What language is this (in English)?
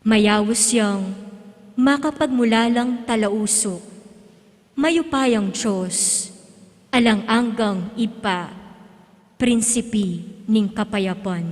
Pampanga